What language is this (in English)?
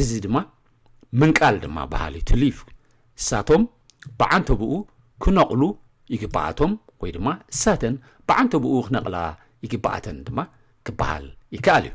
Tigrinya